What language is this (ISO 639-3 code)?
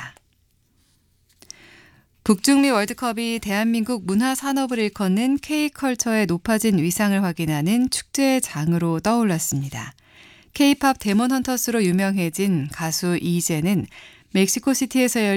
kor